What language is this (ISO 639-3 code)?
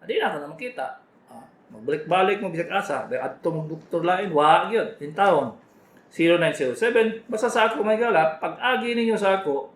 ceb